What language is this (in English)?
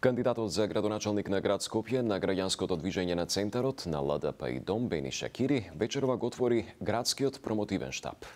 Macedonian